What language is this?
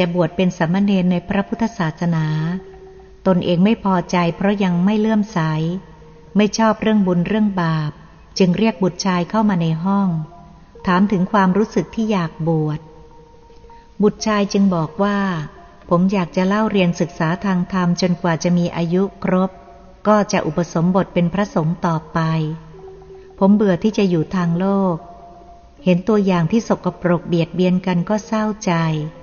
Thai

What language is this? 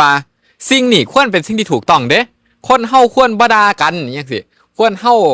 Northeastern Thai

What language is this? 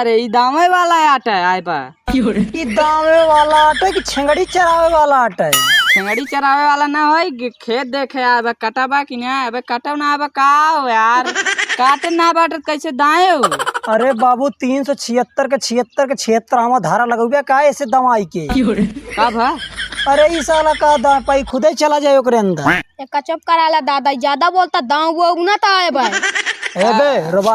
Awadhi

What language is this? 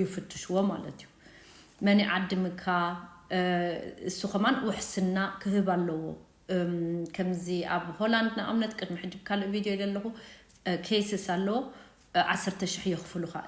Tigrinya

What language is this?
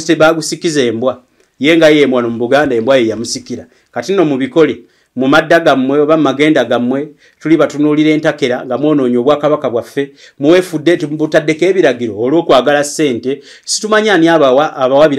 Ganda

